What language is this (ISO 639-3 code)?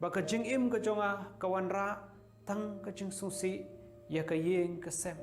kha